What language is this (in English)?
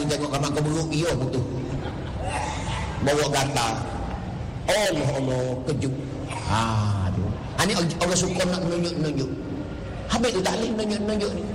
Malay